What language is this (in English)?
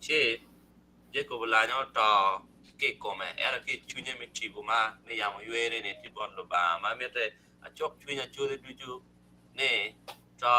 Acoli